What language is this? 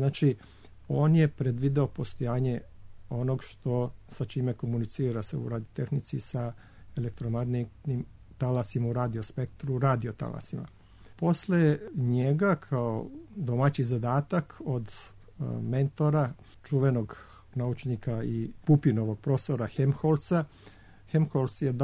Serbian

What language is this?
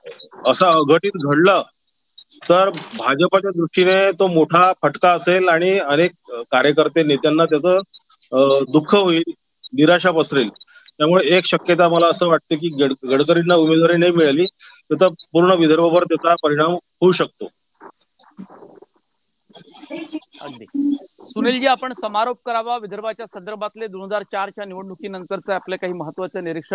Marathi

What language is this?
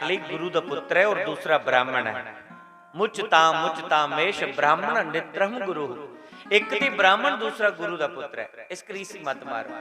Dogri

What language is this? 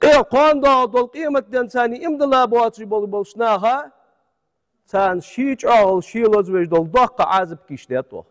Ingush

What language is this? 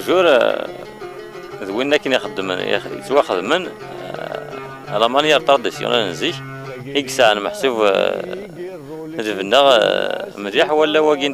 Kabyle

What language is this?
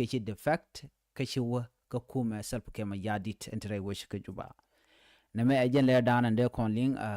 Nuer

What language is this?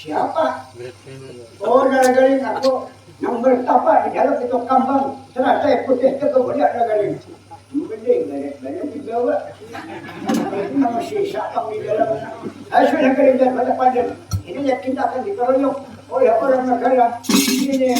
Banjar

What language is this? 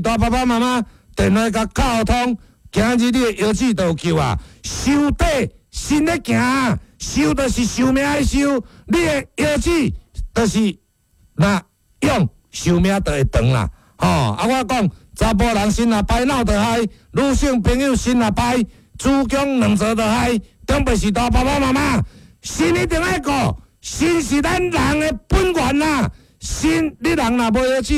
Min Nan Chinese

